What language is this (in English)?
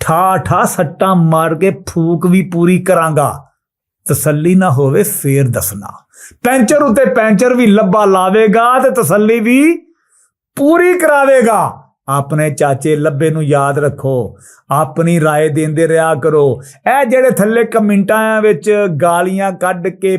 Western Panjabi